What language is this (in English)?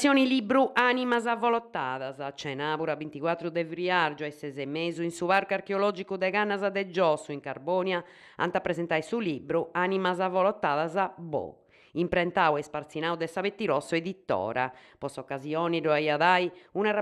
Sardinian